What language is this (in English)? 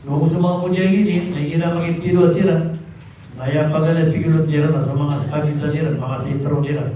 Maranao